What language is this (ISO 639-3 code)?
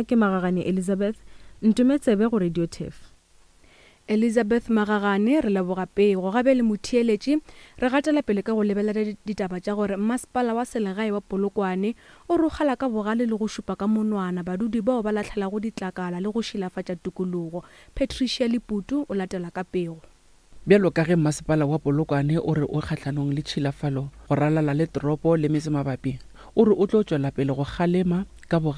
nso